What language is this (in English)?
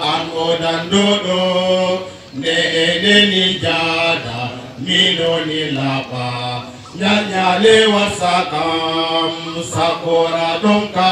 Fula